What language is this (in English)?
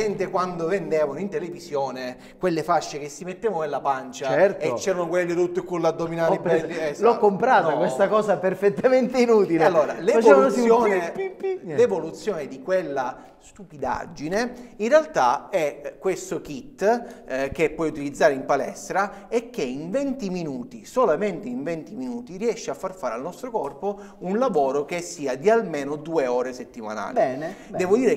Italian